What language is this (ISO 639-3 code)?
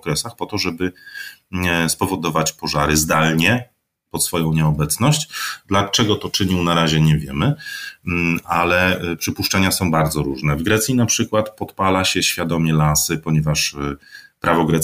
pol